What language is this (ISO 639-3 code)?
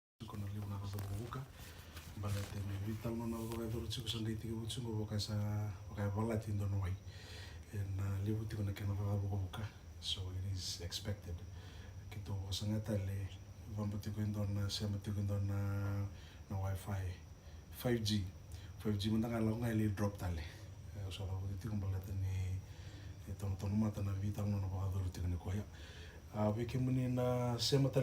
fij